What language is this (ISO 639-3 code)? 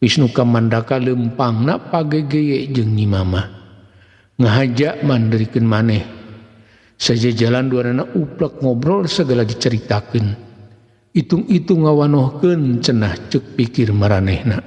sun